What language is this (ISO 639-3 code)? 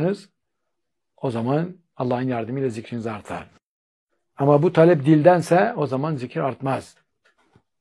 tur